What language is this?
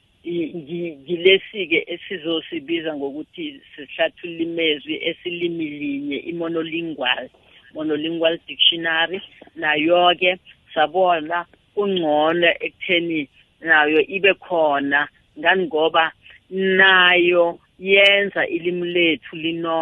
South Ndebele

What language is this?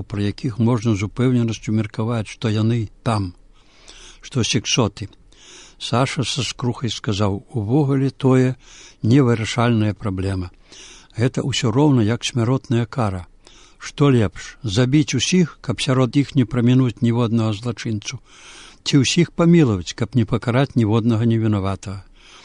Belarusian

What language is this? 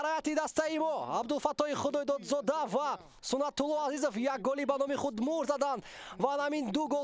Tajik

